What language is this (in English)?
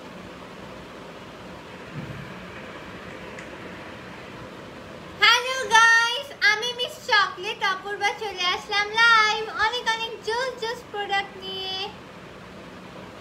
Bangla